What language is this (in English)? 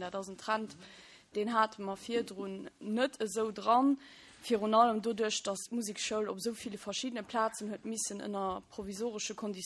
Luxembourgish